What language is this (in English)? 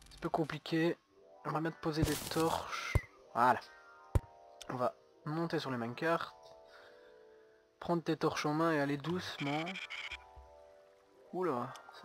French